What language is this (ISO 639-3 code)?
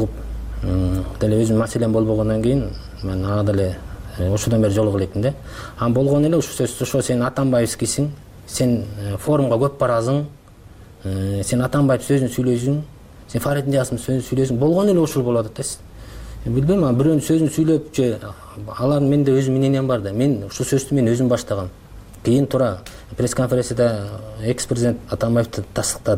kir